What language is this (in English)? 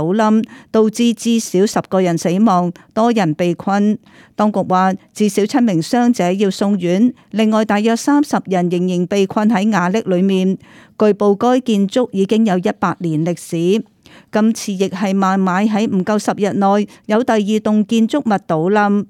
Cantonese